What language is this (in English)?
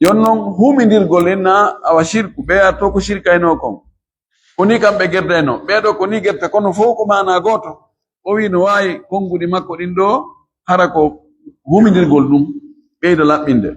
Fula